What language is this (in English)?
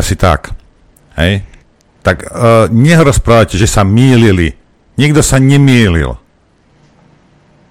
Slovak